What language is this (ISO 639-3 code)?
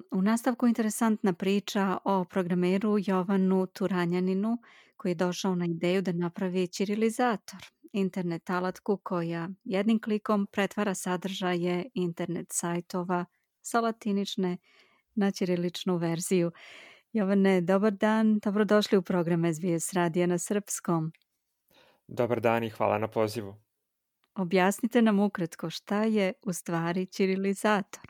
srp